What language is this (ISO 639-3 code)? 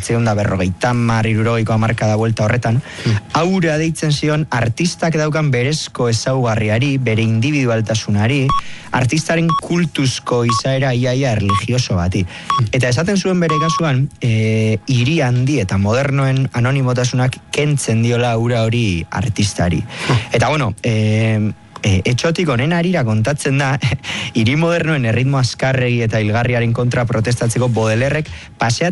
eus